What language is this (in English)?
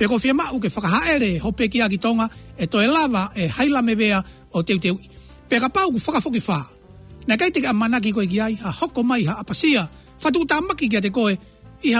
Tongan